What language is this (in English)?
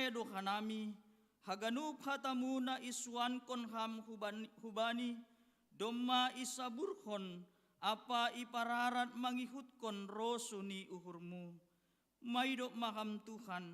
Batak Simalungun